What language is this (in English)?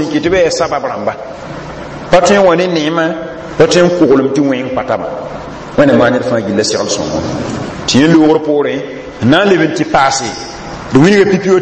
Mossi